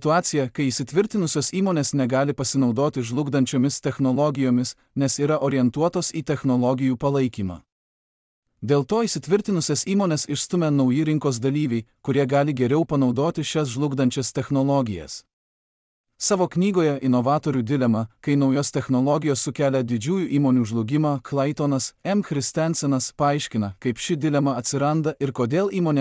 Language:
Lithuanian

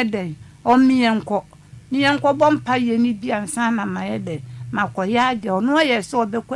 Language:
Akan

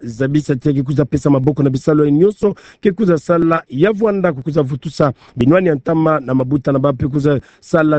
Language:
Kituba (Democratic Republic of Congo)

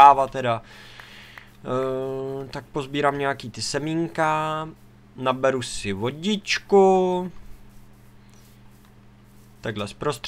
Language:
Czech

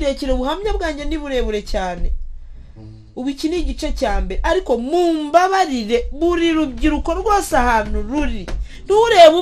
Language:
Kinyarwanda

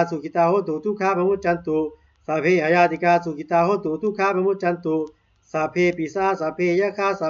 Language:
Pali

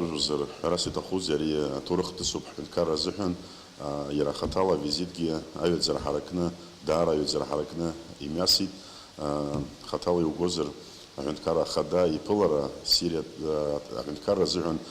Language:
Abkhazian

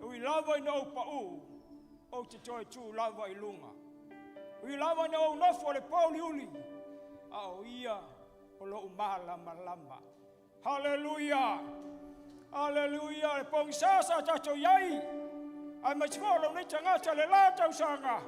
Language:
Samoan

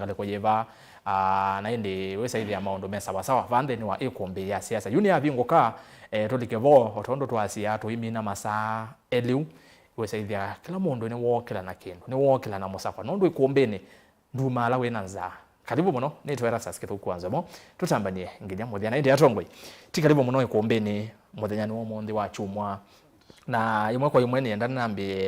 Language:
Kamba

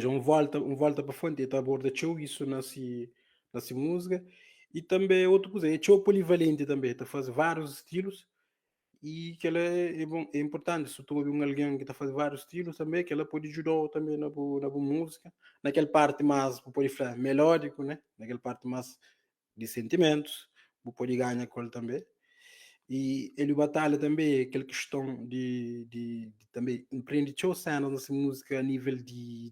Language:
Kabuverdianu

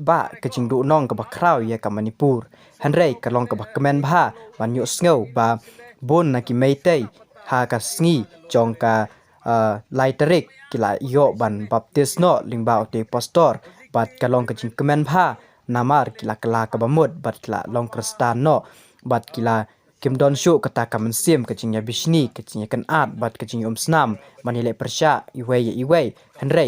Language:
Khasi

